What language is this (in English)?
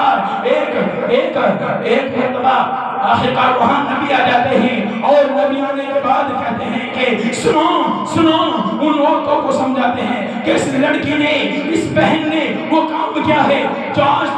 Urdu